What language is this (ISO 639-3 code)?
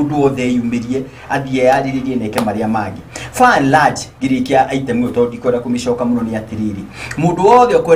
kik